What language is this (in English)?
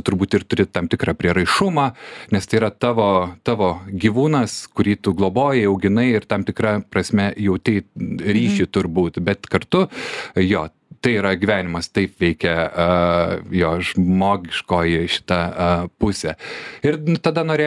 Lithuanian